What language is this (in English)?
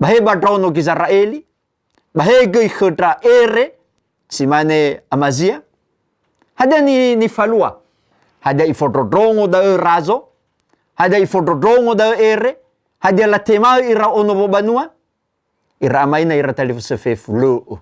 Nias